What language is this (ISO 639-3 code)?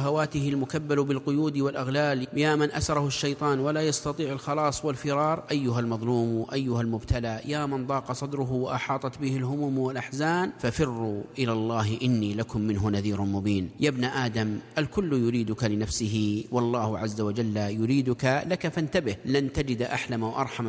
ara